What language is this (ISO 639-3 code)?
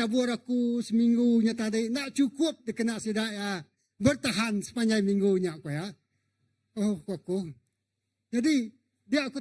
iba